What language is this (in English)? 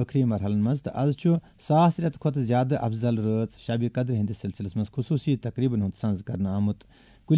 Kashmiri